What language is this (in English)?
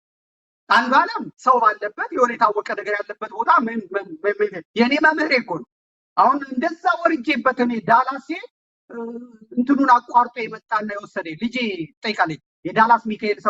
Amharic